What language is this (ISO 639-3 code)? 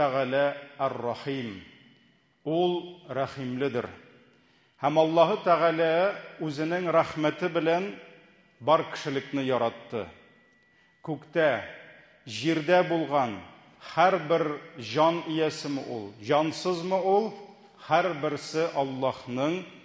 tat